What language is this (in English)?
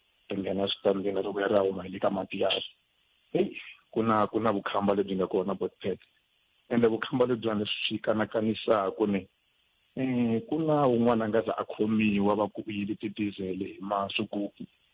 Tsonga